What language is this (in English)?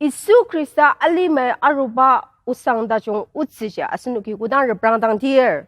Ao Naga